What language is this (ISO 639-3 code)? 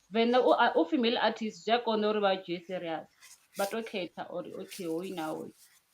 ven